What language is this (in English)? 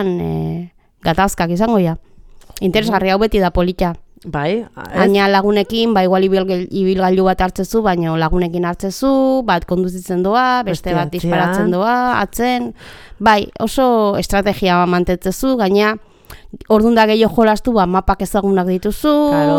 Basque